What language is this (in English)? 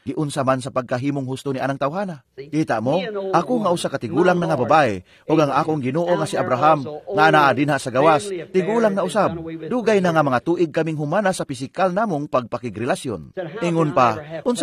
Cebuano